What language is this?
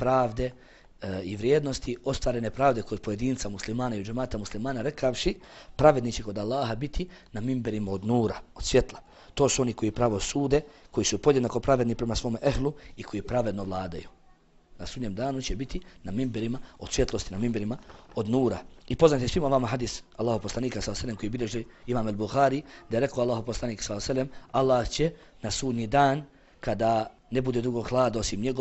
Bosnian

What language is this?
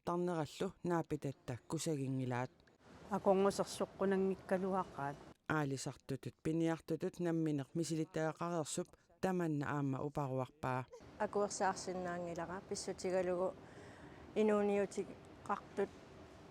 Kalaallisut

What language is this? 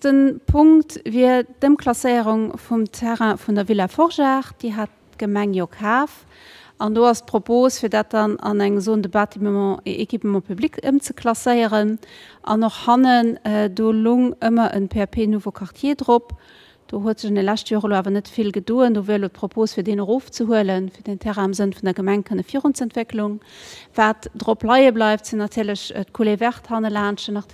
Luxembourgish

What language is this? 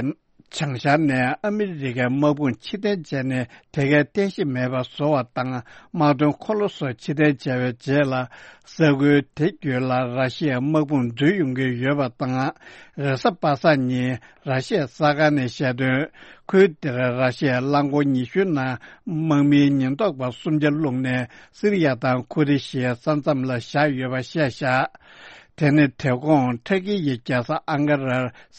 Tibetan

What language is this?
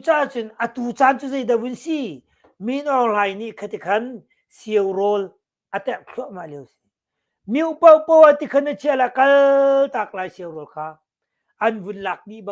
Hakha Chin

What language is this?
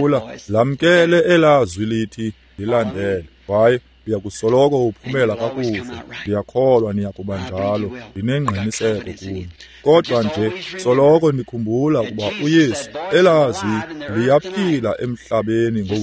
Xhosa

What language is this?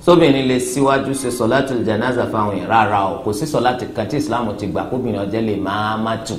Yoruba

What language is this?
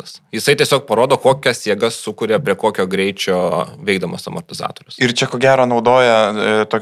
Lithuanian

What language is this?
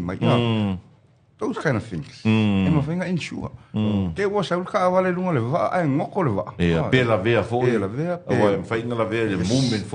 Samoan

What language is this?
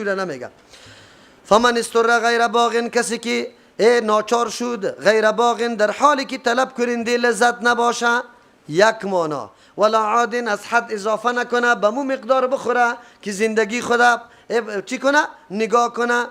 Persian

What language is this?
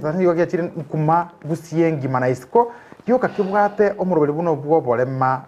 Gusii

